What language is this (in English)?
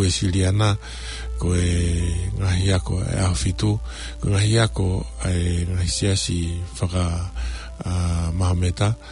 Tongan